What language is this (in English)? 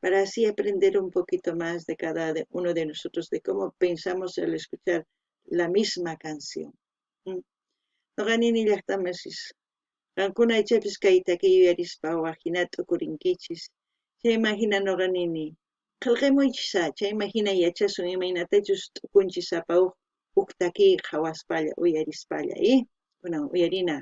South Bolivian Quechua